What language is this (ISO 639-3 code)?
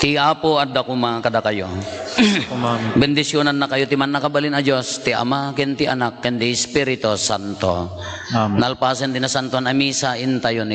ilo